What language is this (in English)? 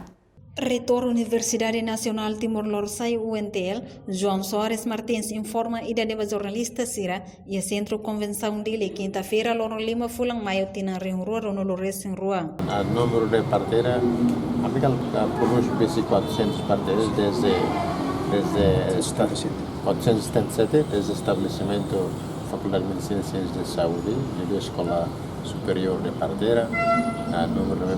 Tetum